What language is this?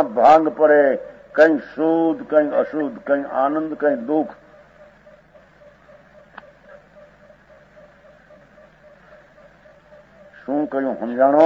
Gujarati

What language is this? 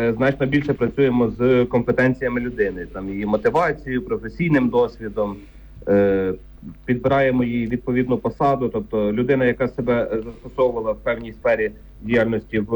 Ukrainian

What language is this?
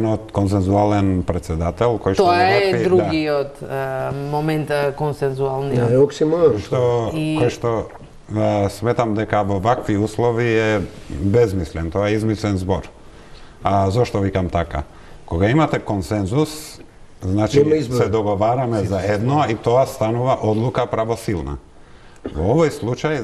Macedonian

